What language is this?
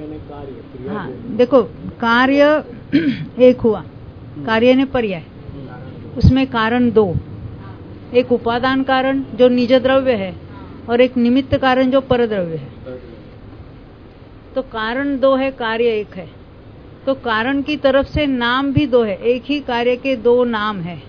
Hindi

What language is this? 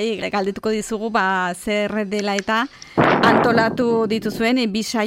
Basque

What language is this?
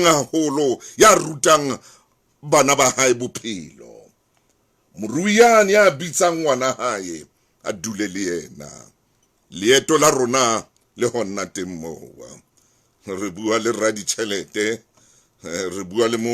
Southern Sotho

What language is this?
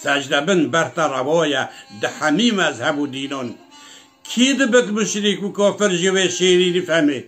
Kurdish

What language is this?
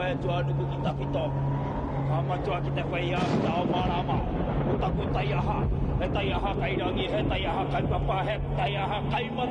Māori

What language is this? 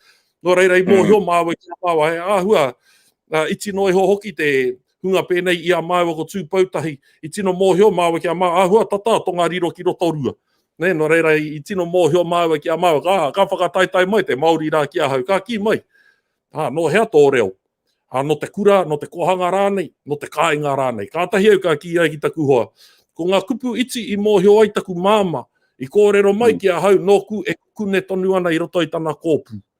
Māori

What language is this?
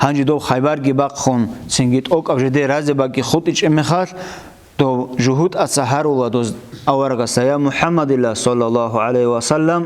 Avaric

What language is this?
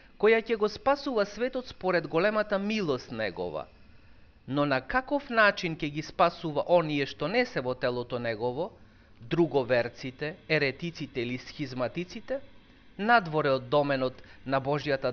Macedonian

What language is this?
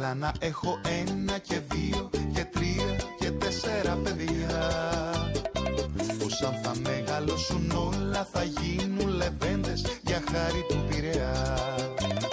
Greek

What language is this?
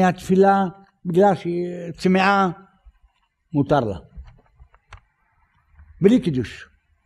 Hebrew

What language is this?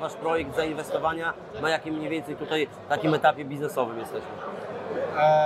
Polish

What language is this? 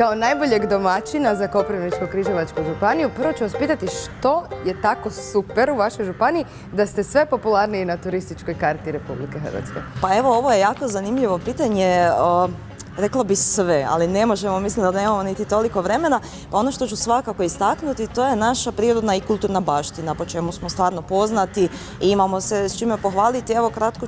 Croatian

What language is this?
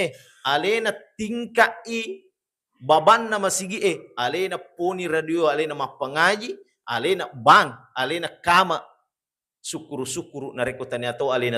Buginese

